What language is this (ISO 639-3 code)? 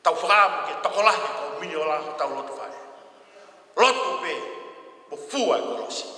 ton